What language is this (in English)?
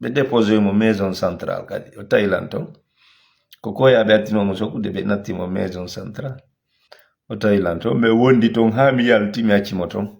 Fula